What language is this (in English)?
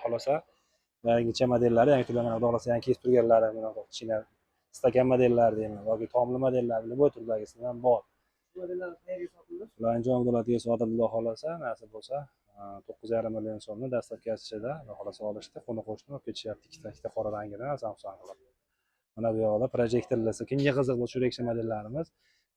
Uzbek